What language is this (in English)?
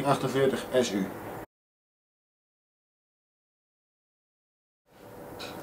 Dutch